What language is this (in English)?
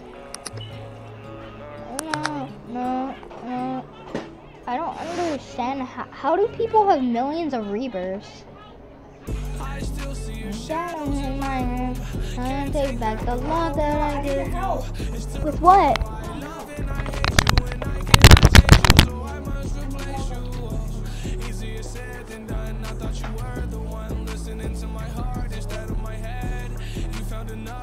English